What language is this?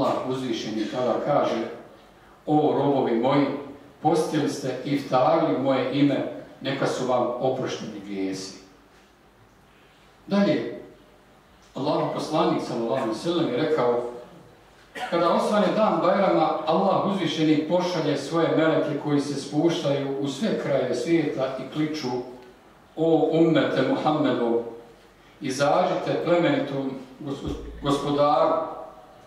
Bosnian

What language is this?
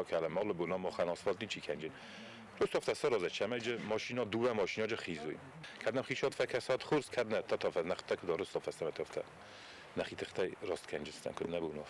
Ossetic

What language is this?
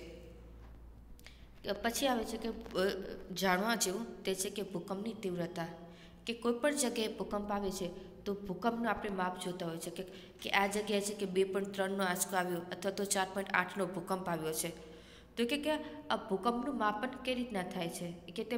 Gujarati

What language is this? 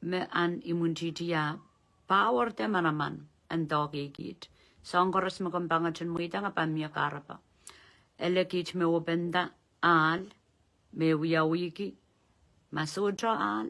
Pohnpeian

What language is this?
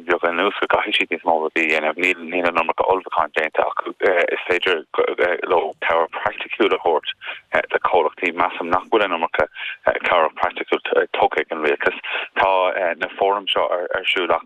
Irish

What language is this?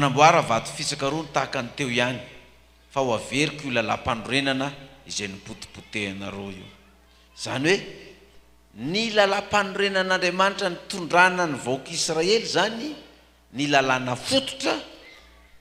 Malagasy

